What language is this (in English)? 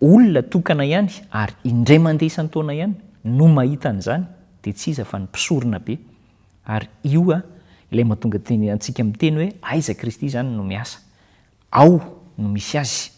Malagasy